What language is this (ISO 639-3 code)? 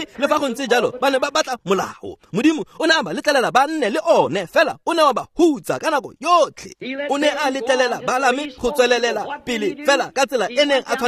tsn